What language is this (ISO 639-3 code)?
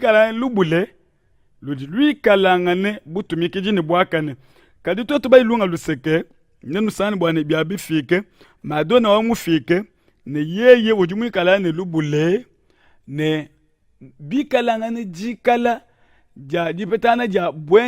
lua